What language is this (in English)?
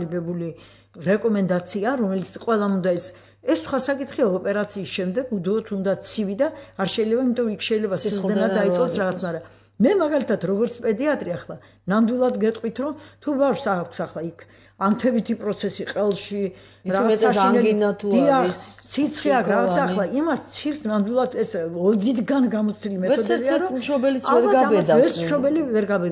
Georgian